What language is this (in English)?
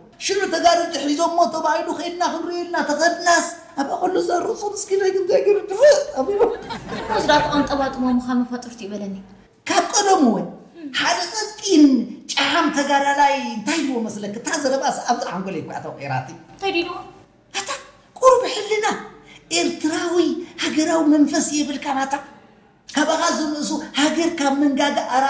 Tigrinya